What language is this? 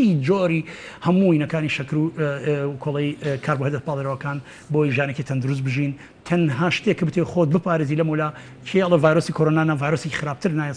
Central Kurdish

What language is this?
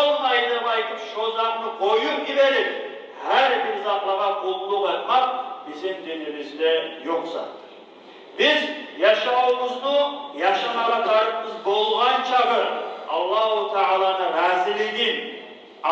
Kumyk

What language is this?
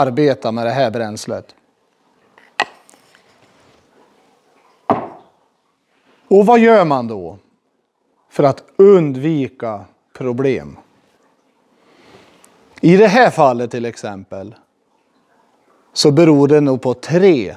Swedish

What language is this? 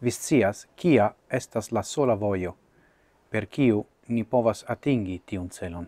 Esperanto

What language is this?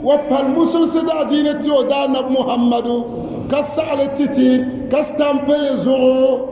Dagbani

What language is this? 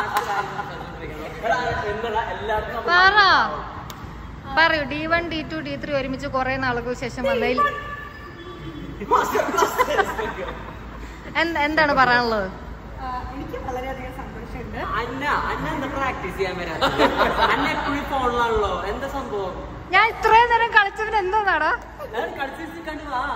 Malayalam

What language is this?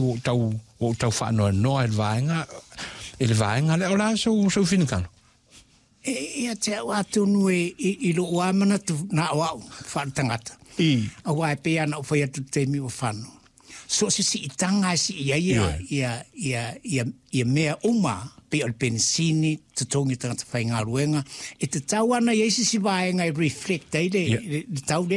Samoan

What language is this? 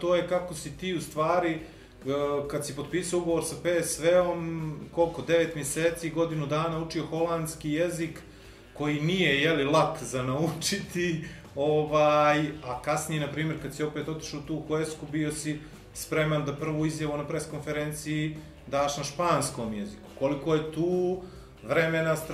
Bosnian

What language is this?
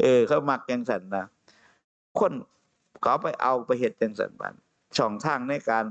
Northeastern Thai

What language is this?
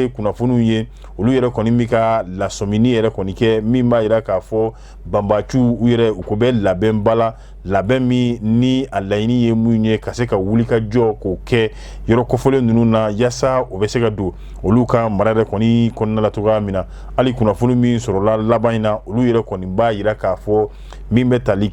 Bambara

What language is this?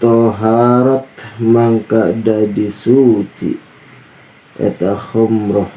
Sundanese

